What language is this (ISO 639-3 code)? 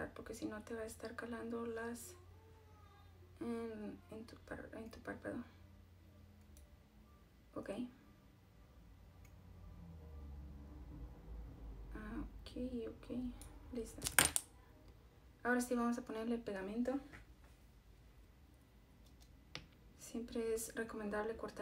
spa